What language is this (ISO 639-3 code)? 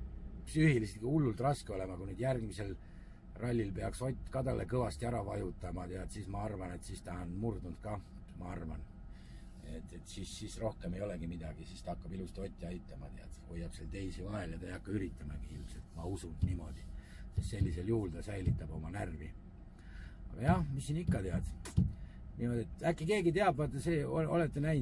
est